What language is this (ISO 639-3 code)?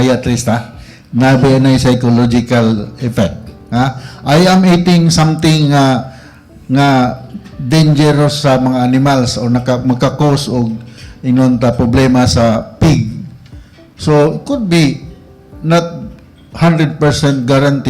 ceb